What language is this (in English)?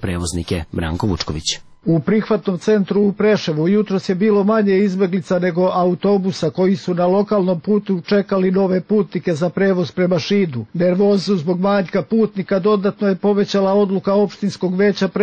Serbian